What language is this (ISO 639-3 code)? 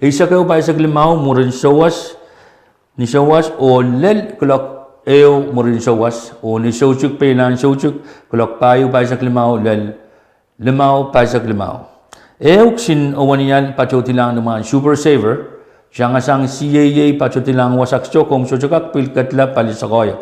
pon